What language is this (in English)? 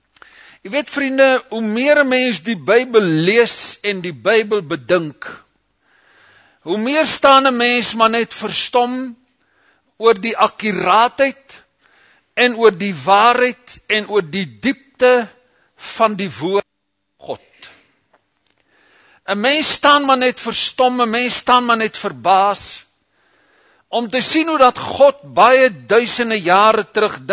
Afrikaans